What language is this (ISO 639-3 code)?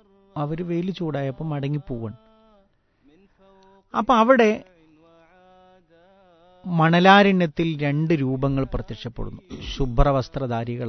mal